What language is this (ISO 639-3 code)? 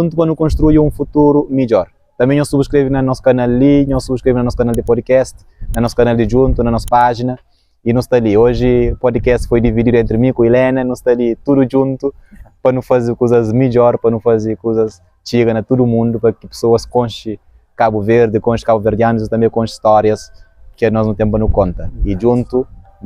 kea